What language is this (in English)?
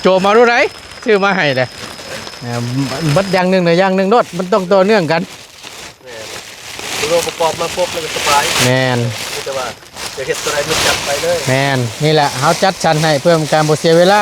Northeastern Thai